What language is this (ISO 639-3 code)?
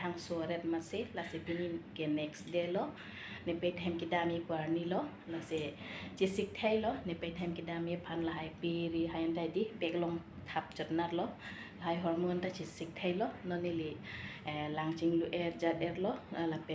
mjw